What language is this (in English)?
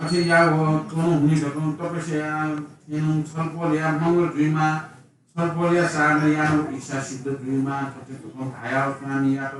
Newari